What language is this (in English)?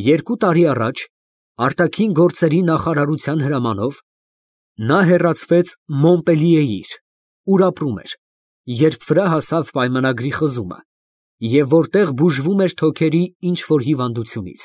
Armenian